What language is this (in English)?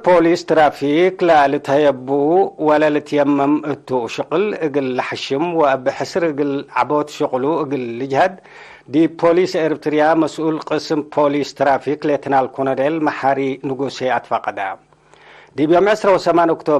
Tigre